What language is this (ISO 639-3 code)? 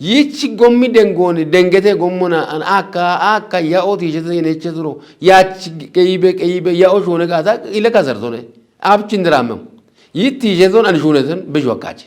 kbr